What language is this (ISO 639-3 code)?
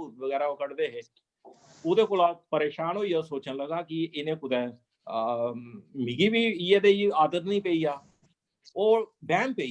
doi